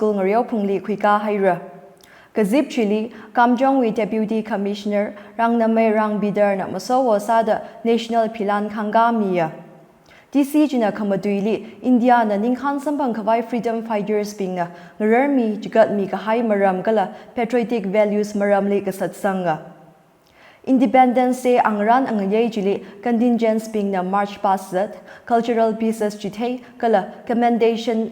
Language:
Tangkhul Naga (India)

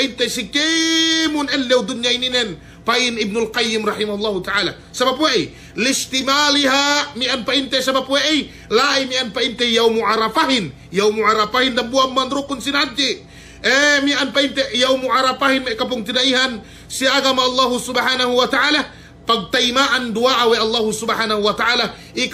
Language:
Yakan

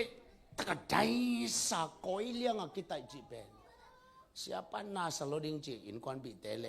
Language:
Tedim Chin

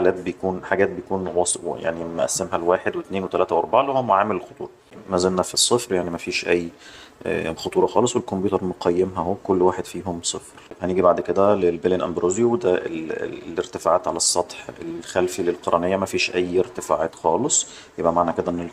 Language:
Egyptian Arabic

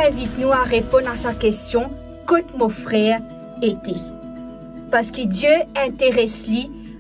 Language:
Morisyen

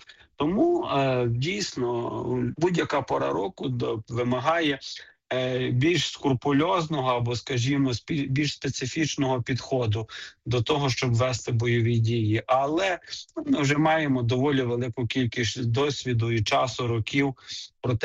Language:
Ukrainian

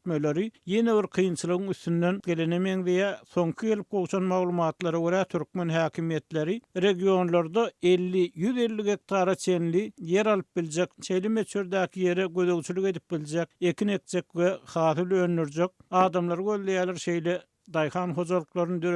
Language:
Turkmen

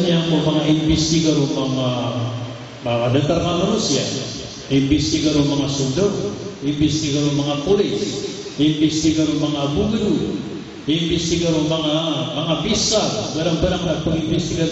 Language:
Maranao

